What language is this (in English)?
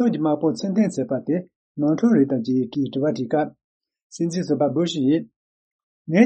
Tibetan